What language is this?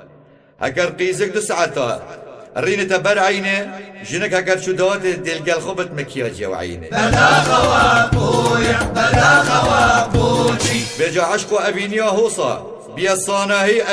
Kurdish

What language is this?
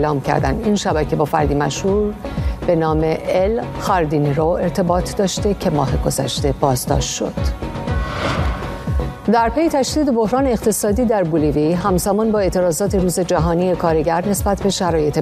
Persian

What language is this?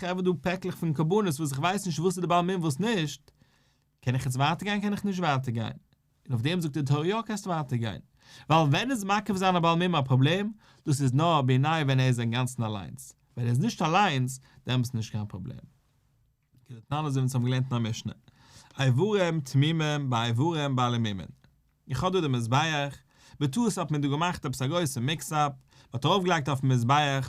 Yiddish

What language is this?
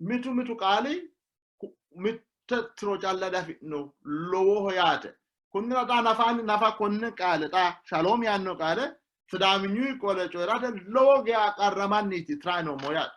Sidamo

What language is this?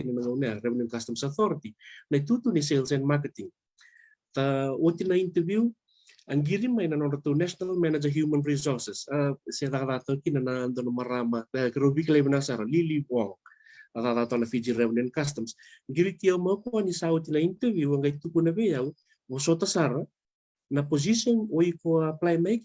Fijian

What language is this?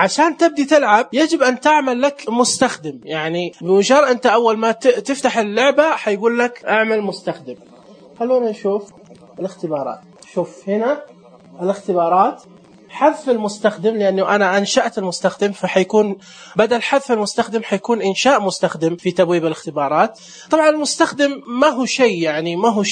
Najdi Arabic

